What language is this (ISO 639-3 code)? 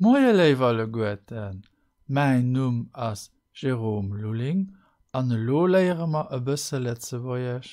ltz